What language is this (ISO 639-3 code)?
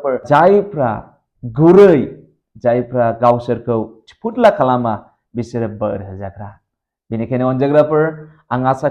brx